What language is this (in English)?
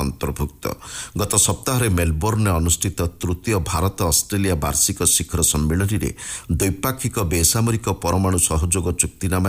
Odia